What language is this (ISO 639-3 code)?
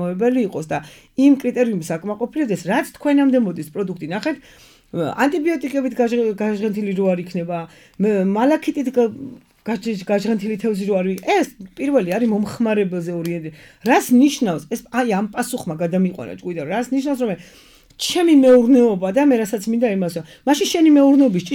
kat